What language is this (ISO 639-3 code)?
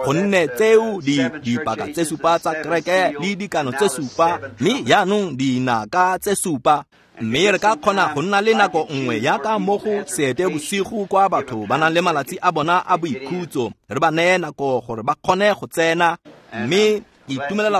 tsn